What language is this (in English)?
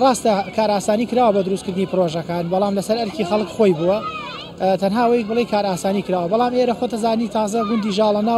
Central Kurdish